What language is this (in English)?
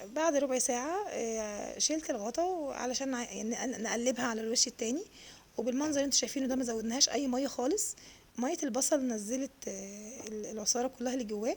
Egyptian Arabic